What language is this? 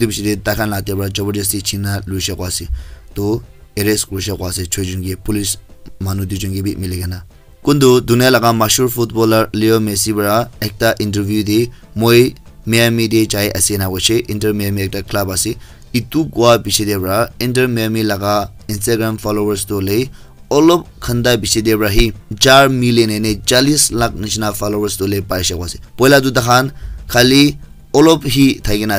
Naga Pidgin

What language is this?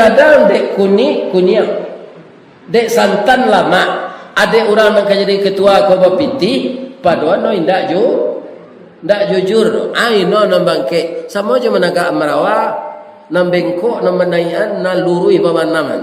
Minangkabau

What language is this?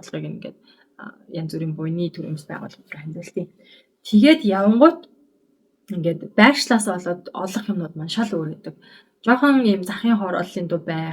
Mongolian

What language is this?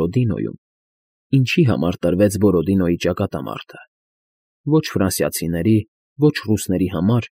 Armenian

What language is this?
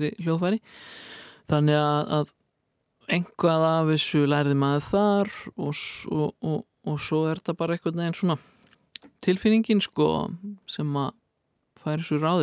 Icelandic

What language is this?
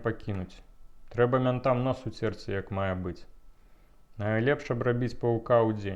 Belarusian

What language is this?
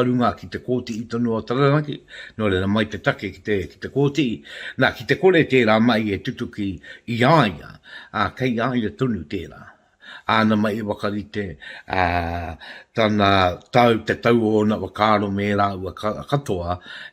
Māori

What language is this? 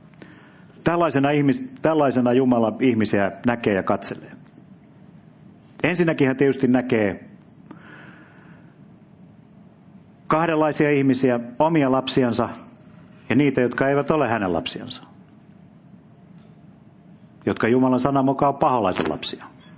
Finnish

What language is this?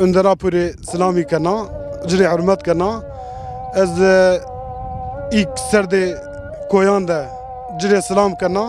Zaza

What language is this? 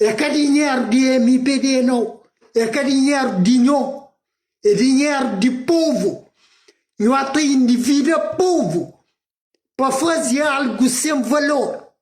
Kabuverdianu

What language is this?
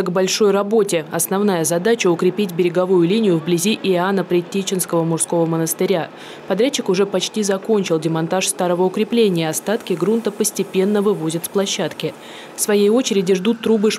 Russian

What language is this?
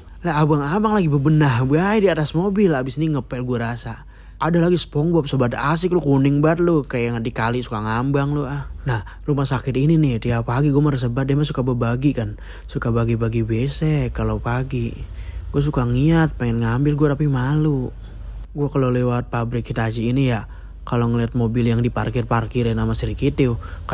Betawi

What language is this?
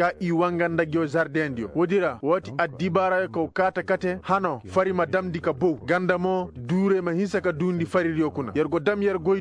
Koyraboro Senni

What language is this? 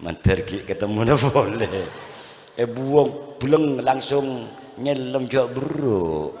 Madurese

